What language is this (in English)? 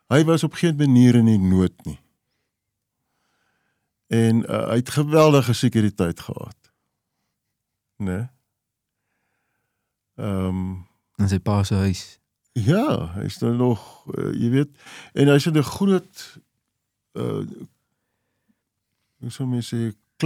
Afrikaans